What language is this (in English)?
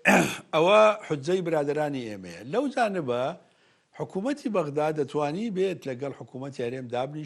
Central Kurdish